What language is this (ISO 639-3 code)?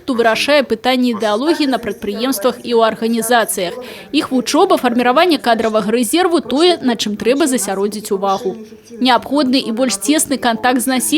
bel